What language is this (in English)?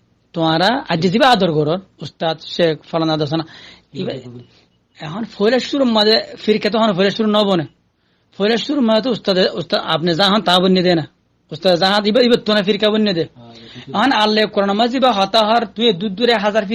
Rohingya